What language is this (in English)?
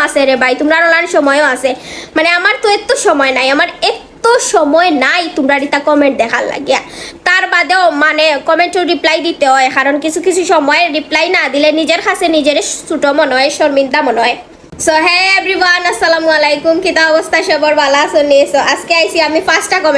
Sylheti